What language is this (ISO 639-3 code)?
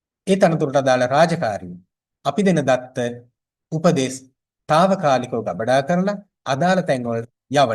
sin